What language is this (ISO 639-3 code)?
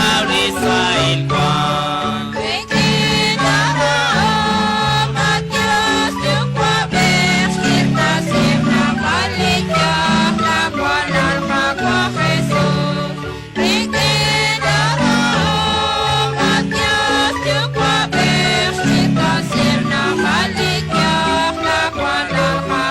kek